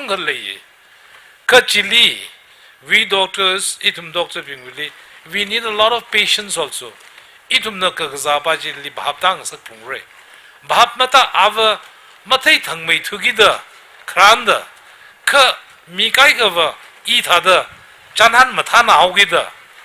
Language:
Tangkhul Naga (India)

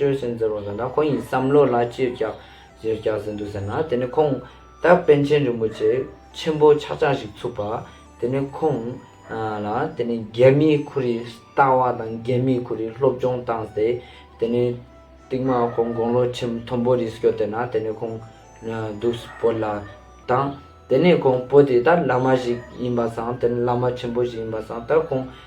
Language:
Ladakhi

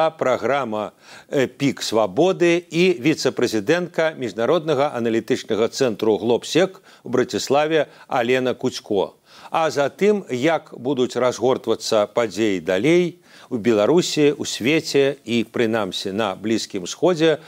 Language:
Belarusian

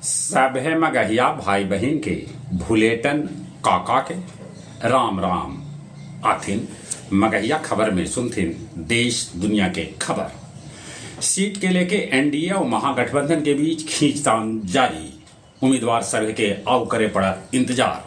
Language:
Magahi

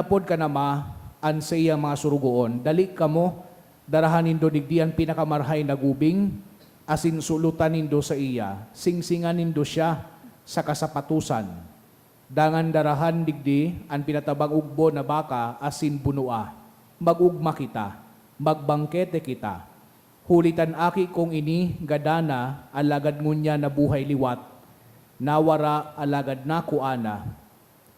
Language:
Bikol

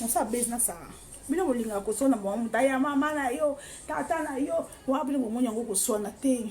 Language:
Lingala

